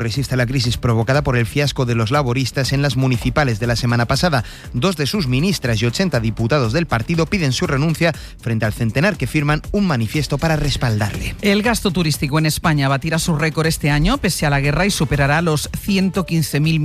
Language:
Spanish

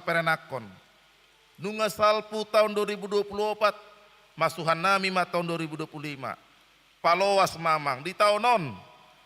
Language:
Batak Toba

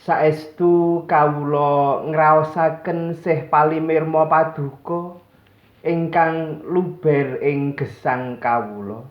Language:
Javanese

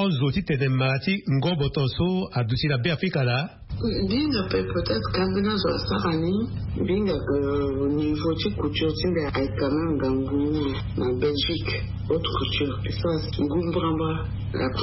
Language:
Sango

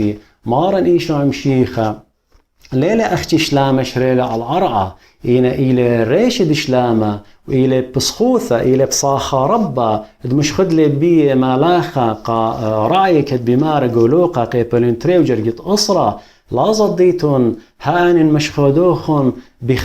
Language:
Assyrian Neo-Aramaic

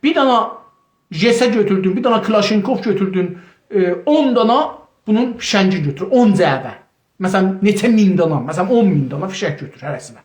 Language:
South Azerbaijani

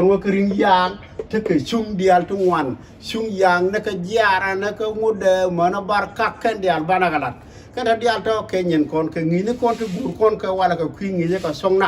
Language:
Nuer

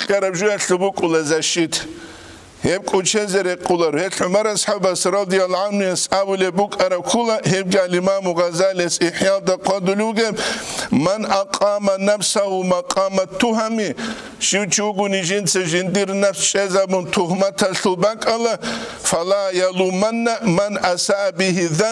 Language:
Avaric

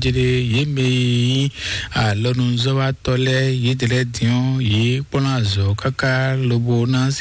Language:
Fon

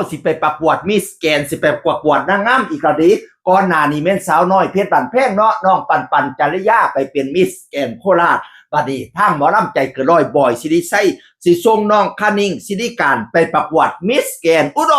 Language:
Northeastern Thai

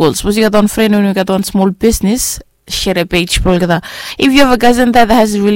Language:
Bislama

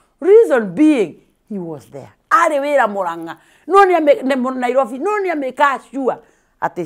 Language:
Kikuyu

